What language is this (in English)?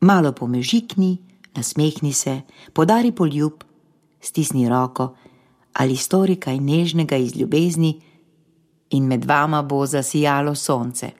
Slovenian